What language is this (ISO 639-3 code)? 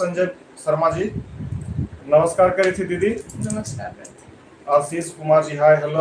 mag